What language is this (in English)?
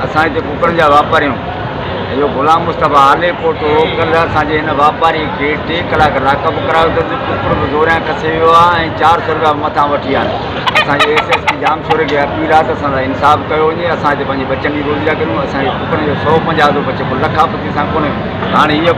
Sindhi